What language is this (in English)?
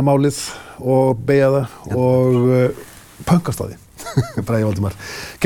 Icelandic